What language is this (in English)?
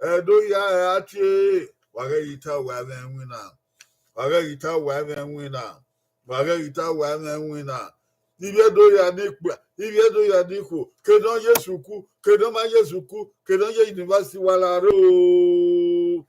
Bini